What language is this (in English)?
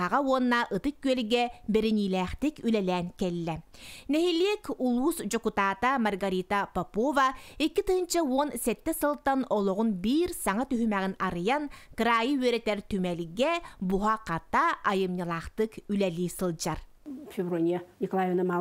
Yakut